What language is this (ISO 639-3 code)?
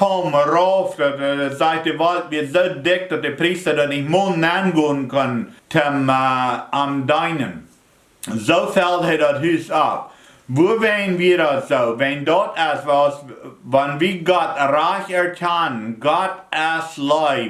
pdt